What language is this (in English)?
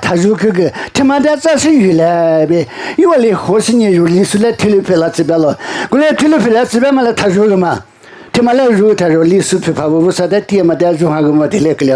Lisu